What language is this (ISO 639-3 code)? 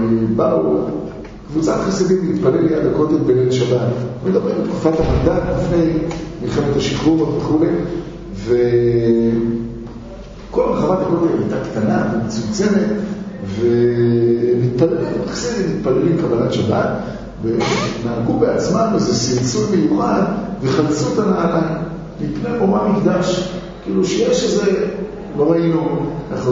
heb